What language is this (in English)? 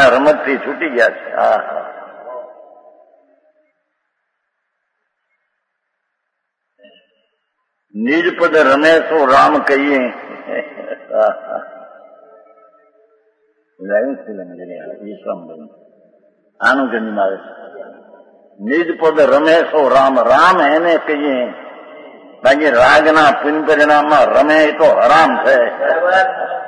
Gujarati